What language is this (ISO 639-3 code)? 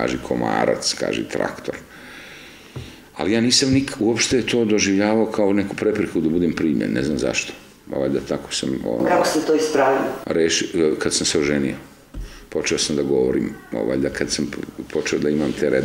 srp